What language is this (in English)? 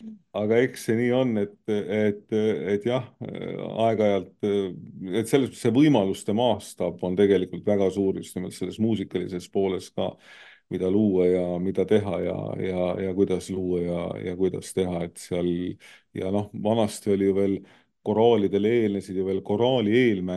Estonian